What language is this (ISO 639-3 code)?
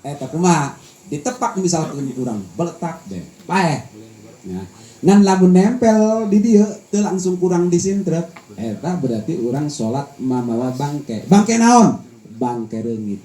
sun